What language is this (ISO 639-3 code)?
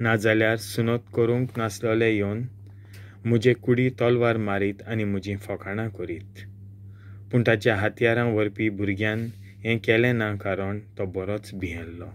kok